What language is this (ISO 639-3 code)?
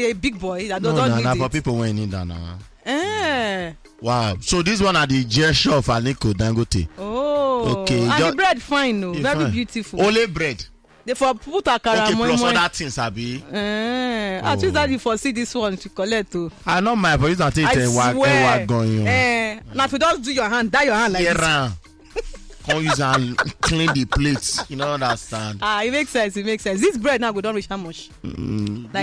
pcm